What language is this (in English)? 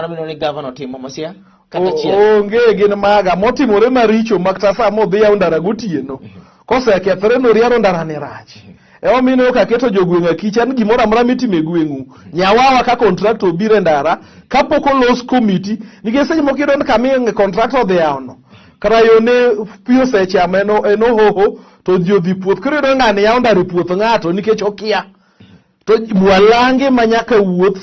Luo (Kenya and Tanzania)